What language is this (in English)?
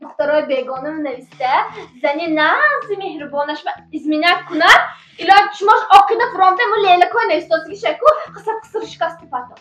Tajik